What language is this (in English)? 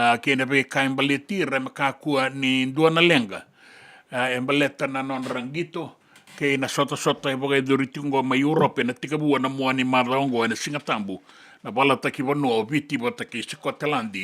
Fijian